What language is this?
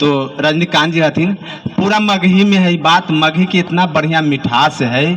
Magahi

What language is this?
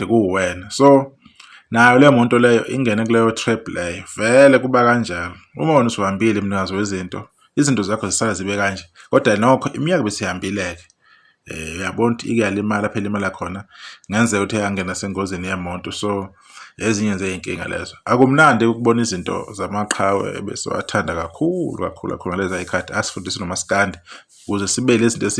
Zulu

